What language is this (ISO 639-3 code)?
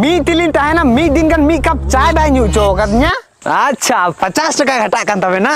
sat